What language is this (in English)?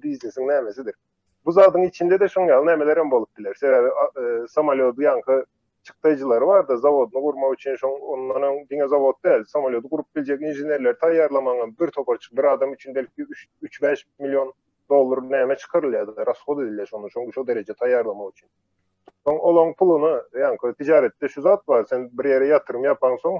Turkmen